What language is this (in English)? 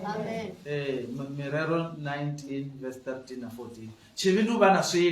Venda